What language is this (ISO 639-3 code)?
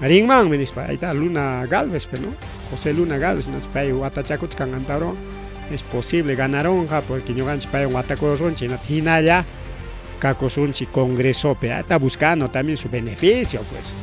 quy